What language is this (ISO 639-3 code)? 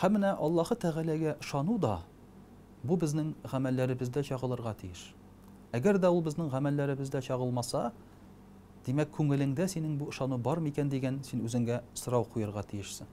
tat